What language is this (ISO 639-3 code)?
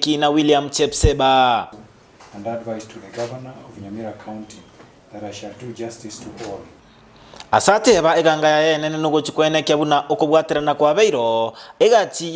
guz